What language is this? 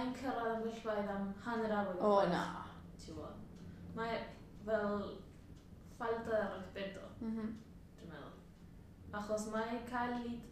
Welsh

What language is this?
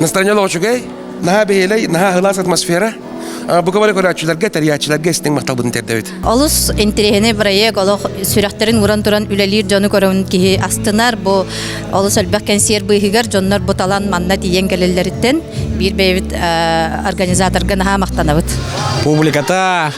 Yakut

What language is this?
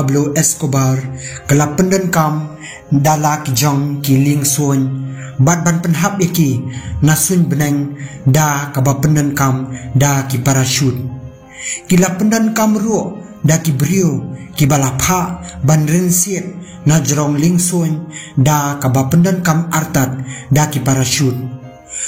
Khasi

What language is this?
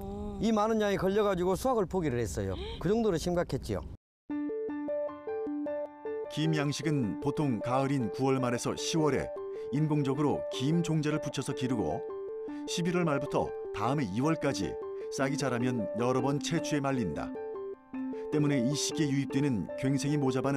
Korean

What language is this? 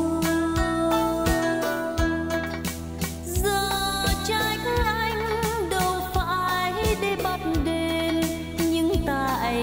Vietnamese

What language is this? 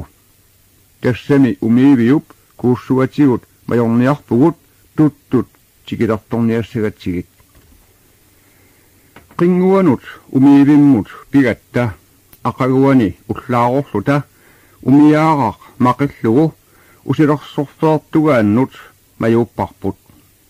Kalaallisut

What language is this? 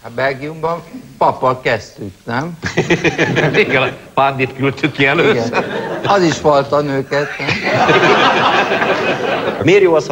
Hungarian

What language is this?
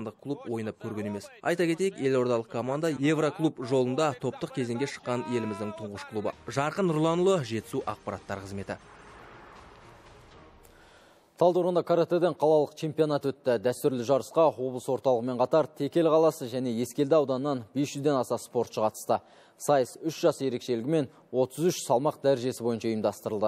Kazakh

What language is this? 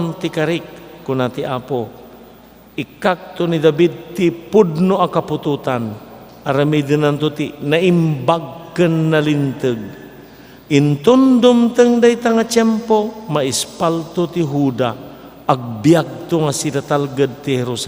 Iloko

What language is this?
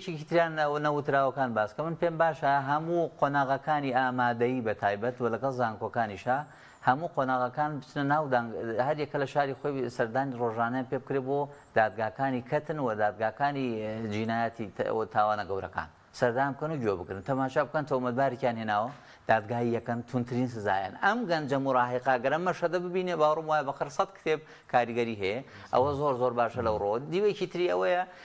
Central Kurdish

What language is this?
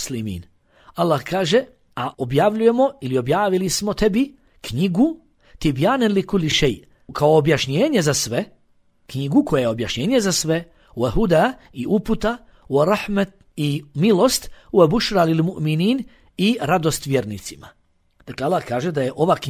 Bosnian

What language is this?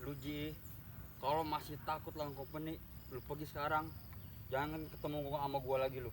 Betawi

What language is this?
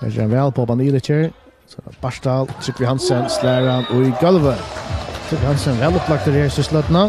Faroese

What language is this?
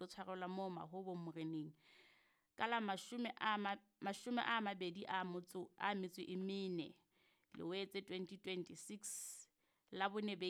Southern Sotho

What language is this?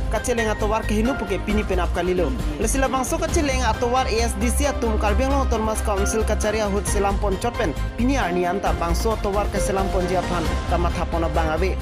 Karbi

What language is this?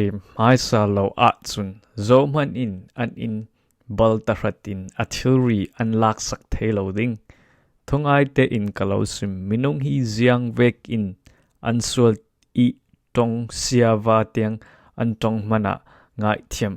Falam Chin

